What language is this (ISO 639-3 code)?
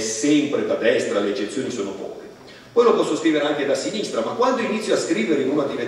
ita